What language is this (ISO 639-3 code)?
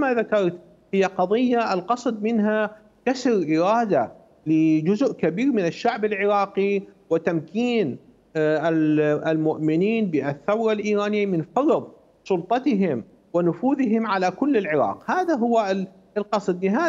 acm